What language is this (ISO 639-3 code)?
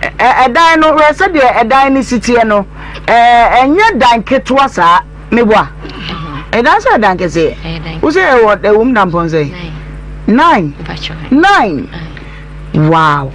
aka